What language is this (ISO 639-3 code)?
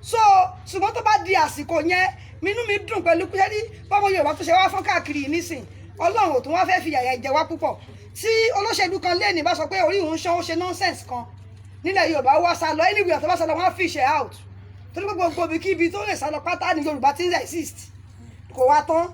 yor